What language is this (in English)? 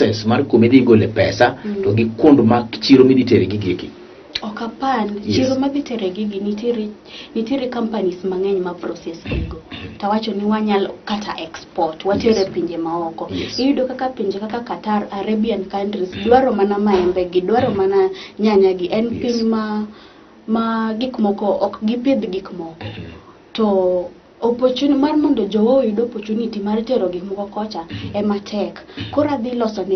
Luo (Kenya and Tanzania)